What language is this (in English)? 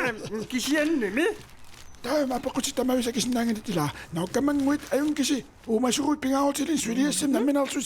Kalaallisut